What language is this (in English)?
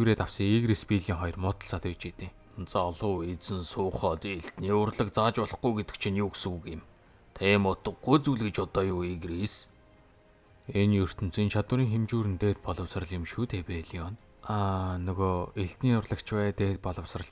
Mongolian